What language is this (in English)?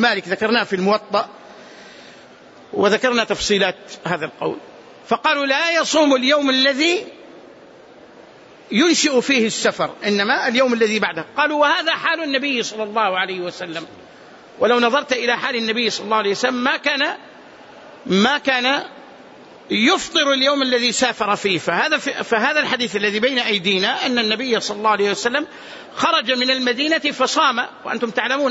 Arabic